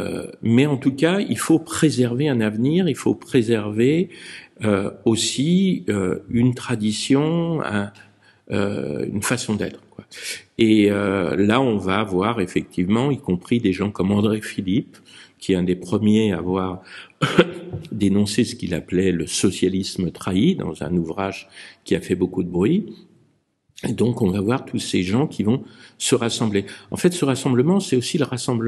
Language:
French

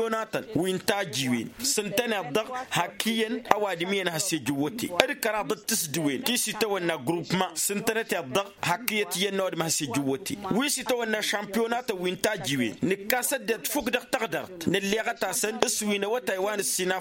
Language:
Tamasheq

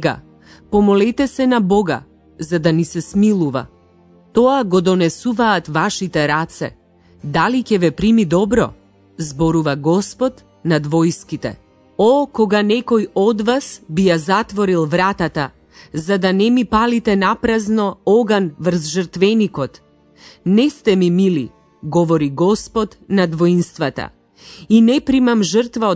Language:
Macedonian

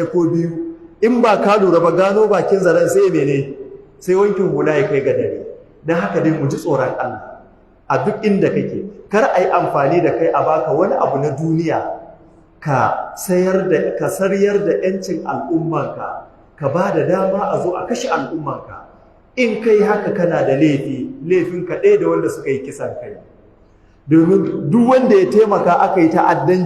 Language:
Hausa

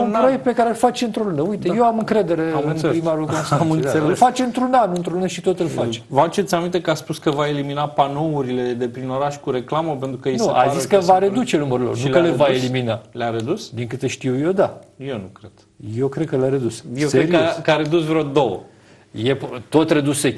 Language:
Romanian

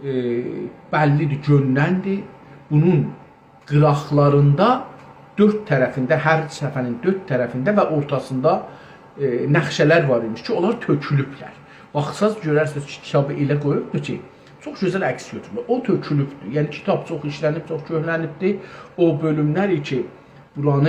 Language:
South Azerbaijani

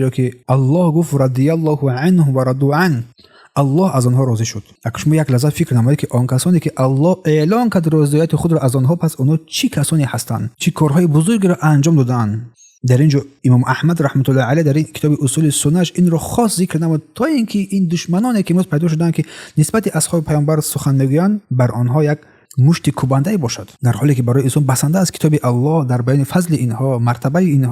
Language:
Tajik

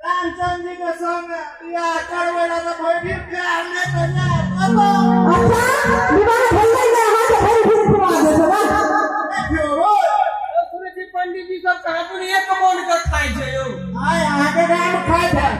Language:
Maithili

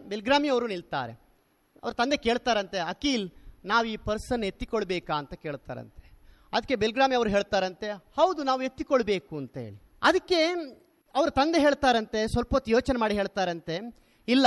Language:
Kannada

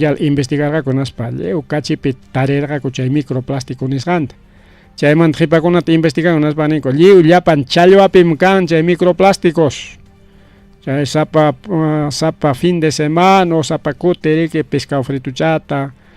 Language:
Ayacucho Quechua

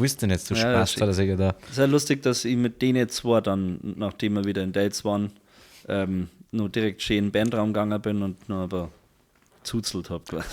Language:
Bavarian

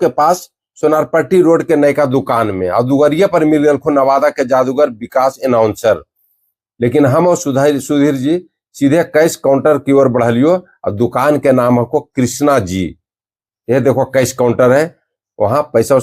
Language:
Magahi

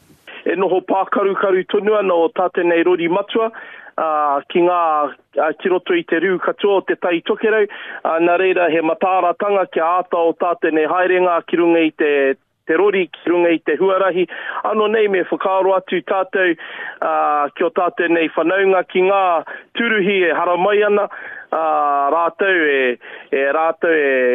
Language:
Māori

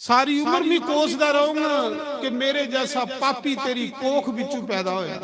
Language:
Dogri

